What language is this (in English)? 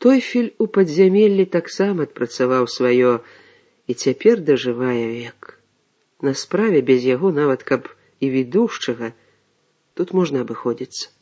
Belarusian